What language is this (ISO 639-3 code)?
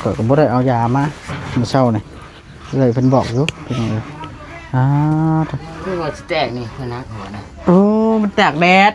tts